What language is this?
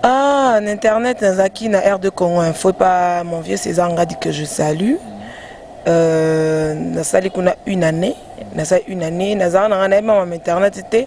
Lingala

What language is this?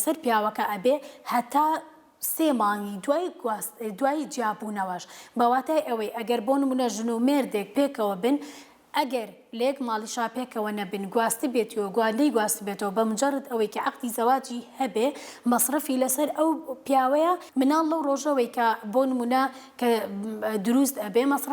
Central Kurdish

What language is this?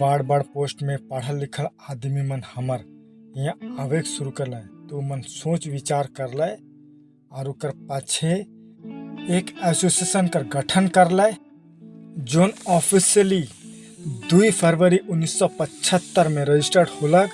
Sadri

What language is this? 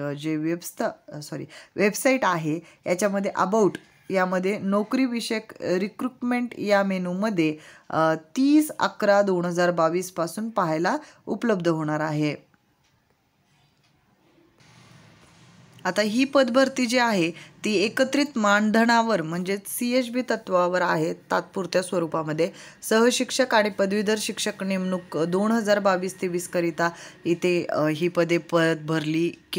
Marathi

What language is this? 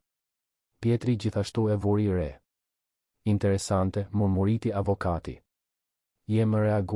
Albanian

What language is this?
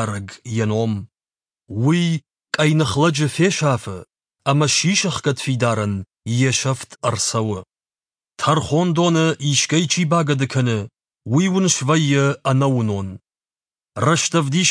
Ossetic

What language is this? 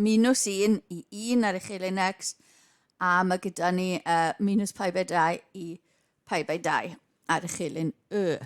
Welsh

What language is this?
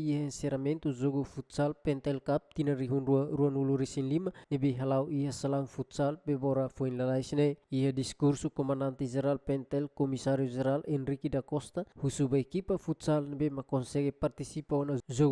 Tetum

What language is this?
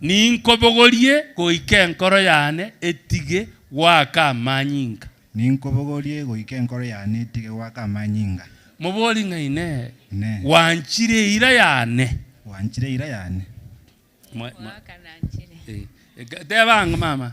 Gusii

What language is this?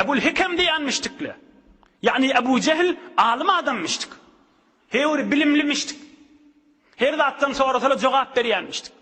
Turkmen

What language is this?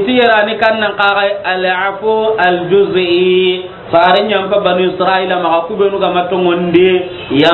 Soninke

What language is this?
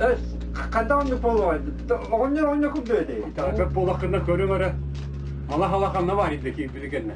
Yakut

